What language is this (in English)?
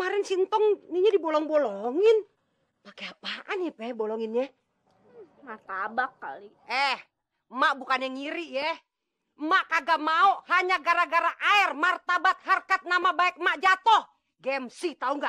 Betawi